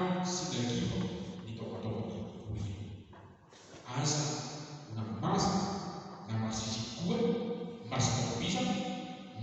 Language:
Batak Toba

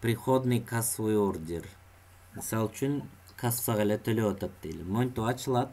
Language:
Kyrgyz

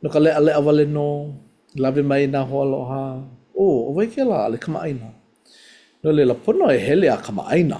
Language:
Hawaiian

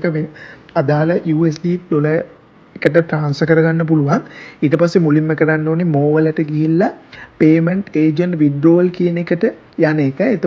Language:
Sinhala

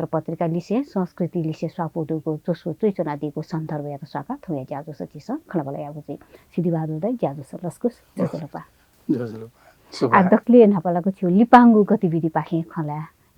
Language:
Newari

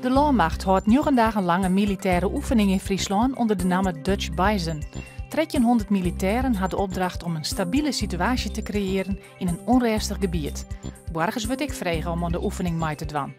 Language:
Western Frisian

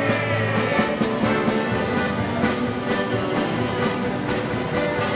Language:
Hungarian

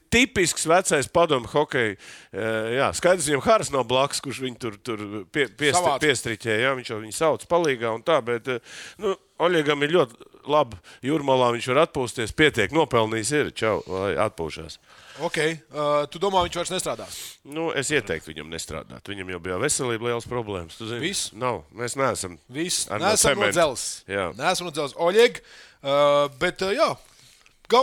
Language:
Latvian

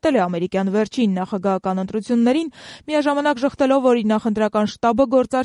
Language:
Armenian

